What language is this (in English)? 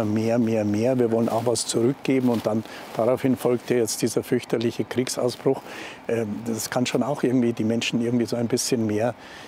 German